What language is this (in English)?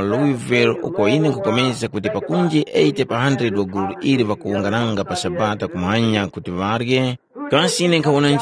Tumbuka